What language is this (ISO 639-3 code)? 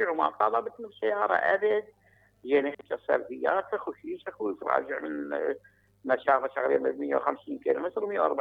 acm